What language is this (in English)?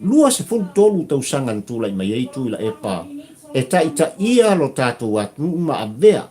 Samoan